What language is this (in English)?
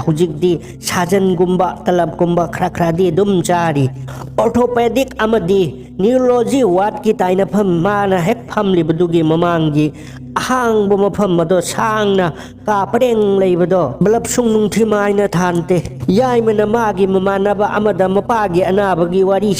Manipuri